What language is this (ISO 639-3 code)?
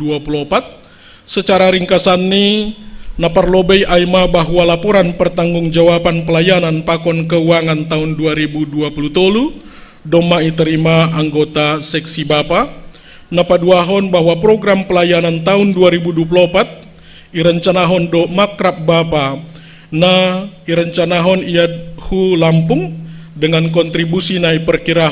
bts